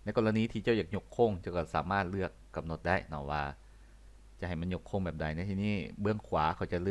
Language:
Lao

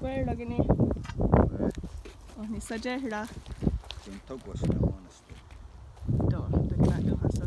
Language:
Mohawk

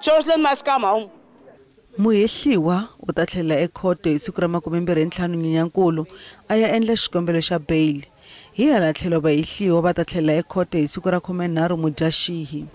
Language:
Tsonga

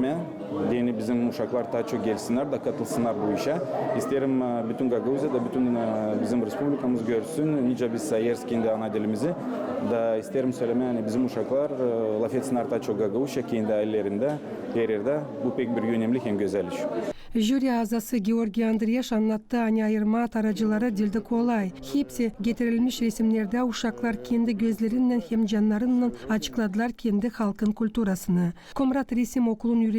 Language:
Gagauz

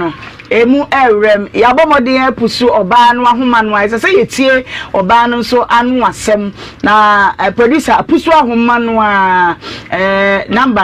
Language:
Akan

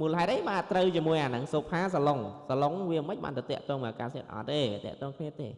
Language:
Khmer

